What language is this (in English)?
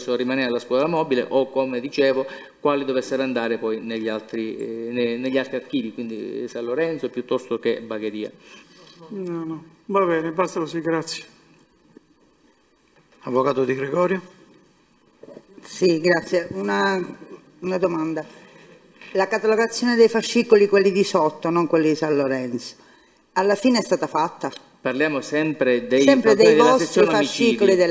Italian